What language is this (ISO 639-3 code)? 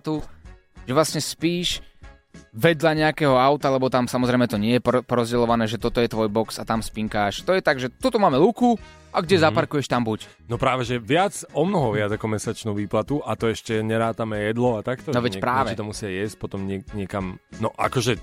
slk